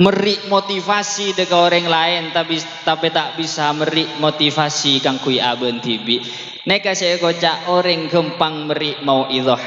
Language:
Madurese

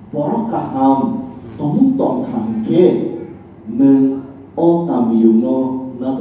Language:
Kok Borok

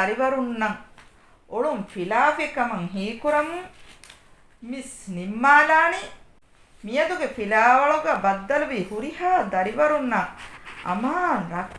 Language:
Divehi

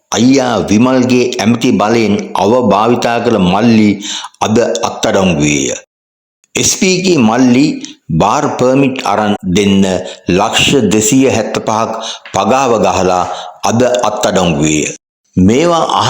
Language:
Sinhala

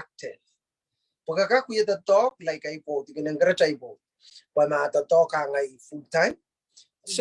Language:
Pohnpeian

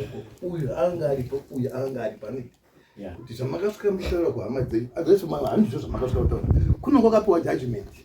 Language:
Shona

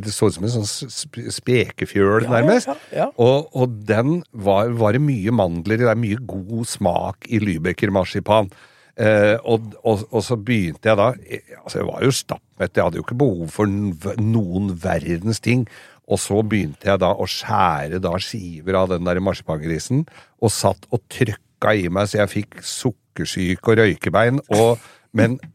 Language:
Norwegian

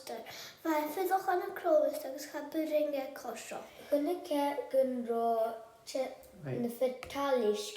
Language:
Scottish Gaelic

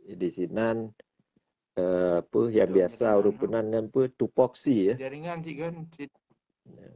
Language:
Achinese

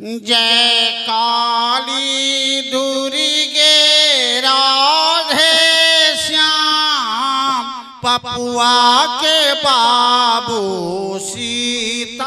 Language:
Maithili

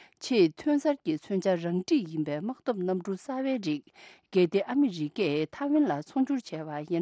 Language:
Tibetan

